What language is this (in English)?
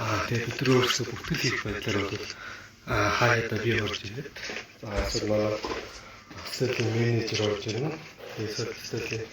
Mongolian